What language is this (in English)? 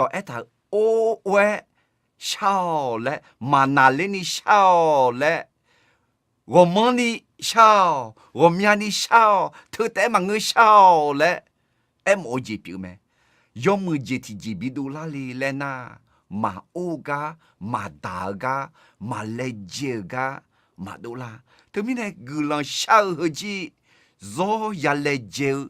Akha